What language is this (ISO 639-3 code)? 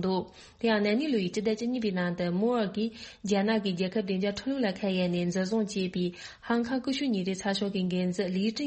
bod